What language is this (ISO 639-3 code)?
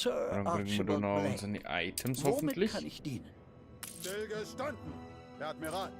bar